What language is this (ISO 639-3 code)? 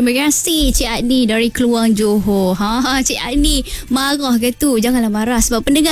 msa